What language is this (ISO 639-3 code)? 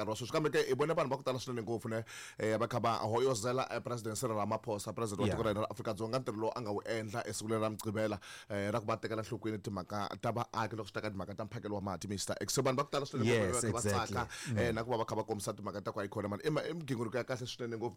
tso